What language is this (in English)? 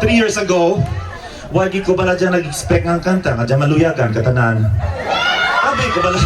Hiligaynon